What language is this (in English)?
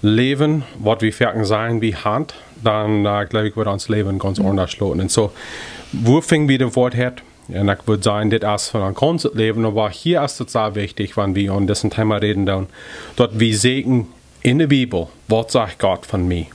Plautdietsch